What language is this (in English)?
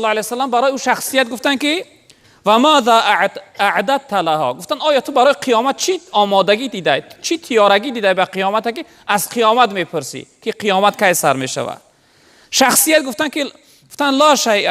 Tajik